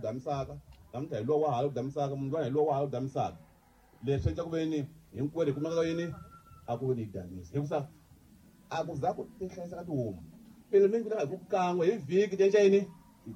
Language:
Tsonga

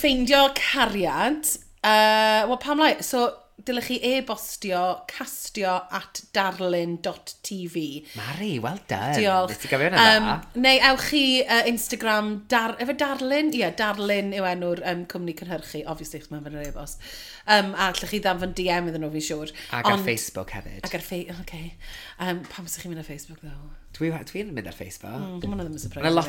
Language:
Welsh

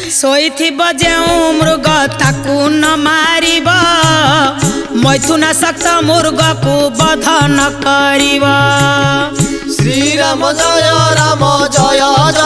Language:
Odia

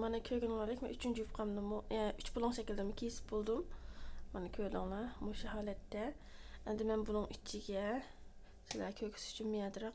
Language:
Uyghur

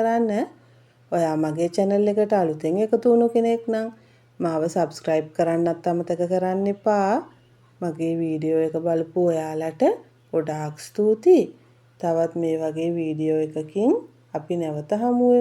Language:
Sinhala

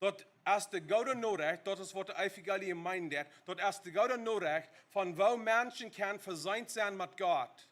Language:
Plautdietsch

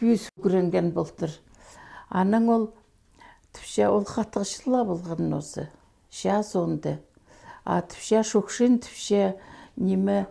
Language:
Khakas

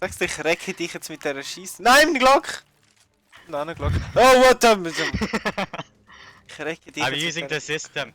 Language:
Swiss German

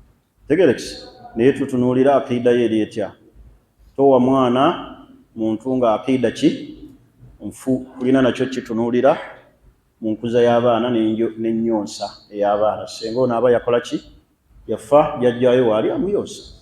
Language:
Ganda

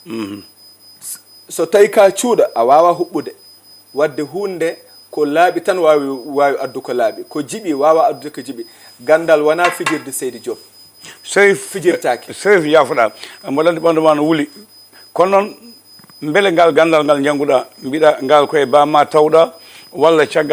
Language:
Fula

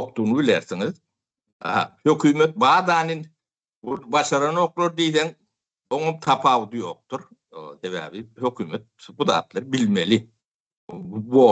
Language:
Turkmen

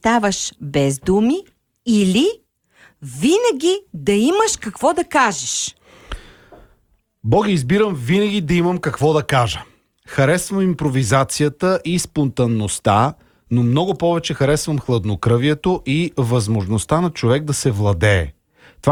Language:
Bulgarian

